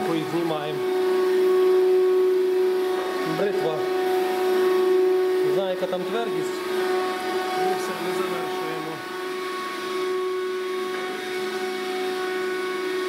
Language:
Ukrainian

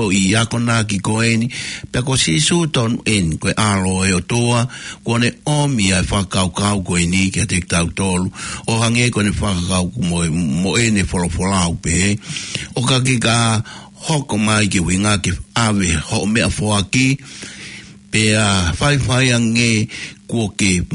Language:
Tongan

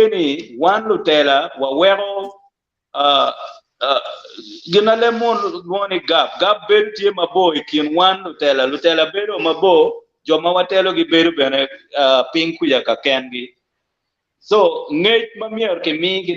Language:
Acoli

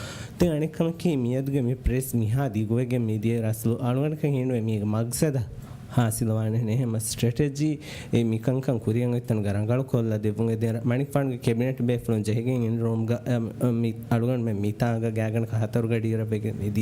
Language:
Divehi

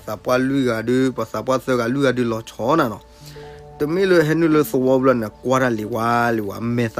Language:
S'gaw Karen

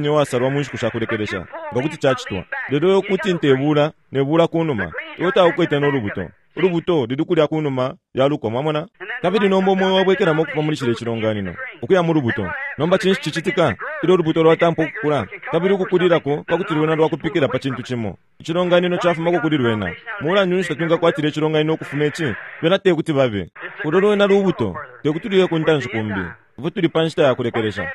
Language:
Bemba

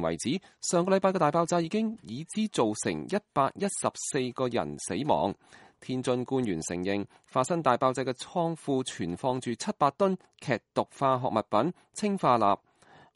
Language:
Cantonese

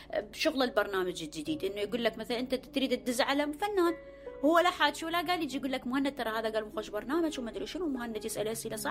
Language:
Mesopotamian Arabic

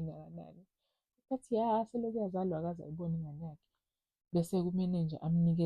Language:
Zulu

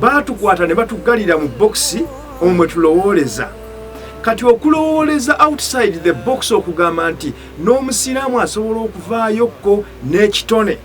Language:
Ganda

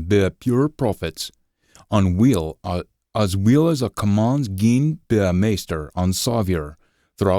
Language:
Scots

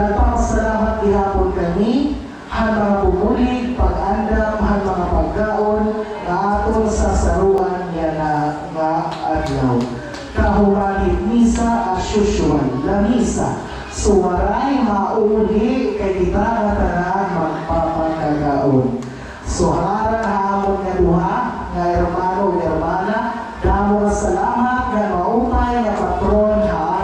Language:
Waray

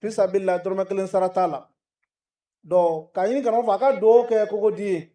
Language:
Bambara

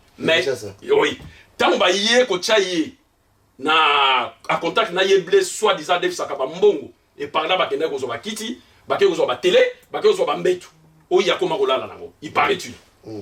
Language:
Lingala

